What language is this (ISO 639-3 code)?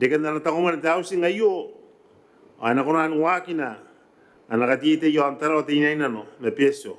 gil